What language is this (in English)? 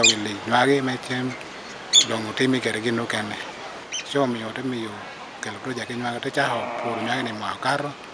Acoli